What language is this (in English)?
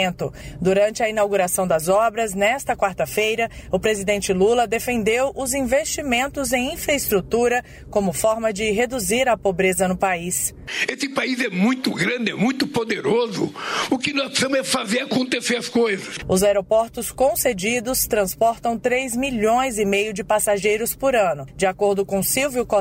Portuguese